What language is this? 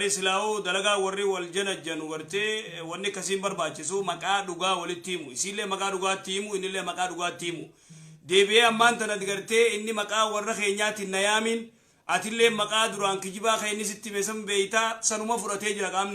Oromo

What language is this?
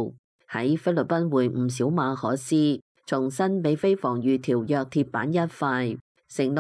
Cantonese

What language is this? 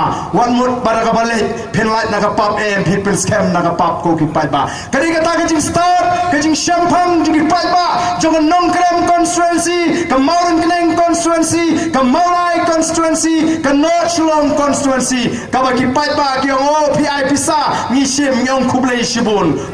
Khasi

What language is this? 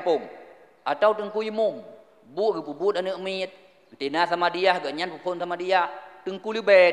Achinese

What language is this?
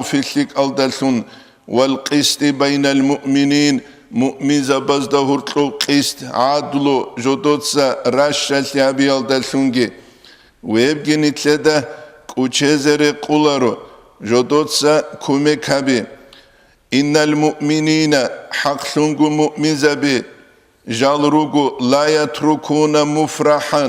Avaric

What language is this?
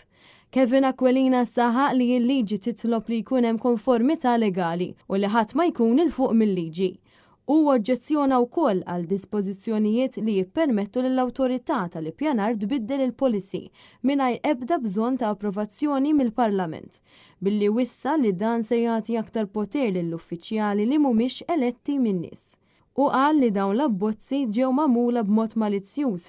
Maltese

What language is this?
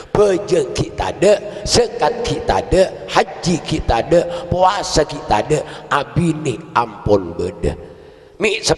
Madurese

